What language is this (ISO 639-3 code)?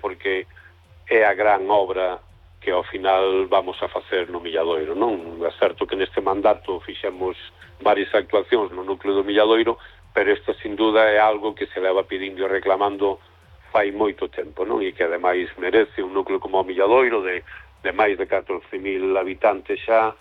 glg